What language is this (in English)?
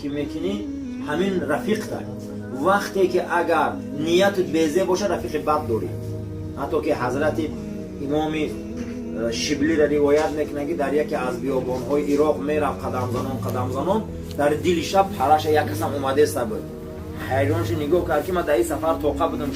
Tajik